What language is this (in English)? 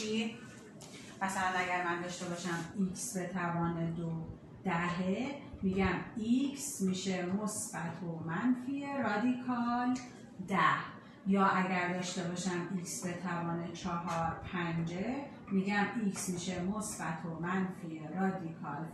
Persian